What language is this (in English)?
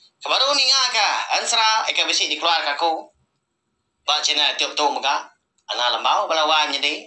Iban